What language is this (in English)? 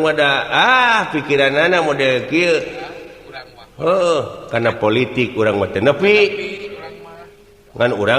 Sundanese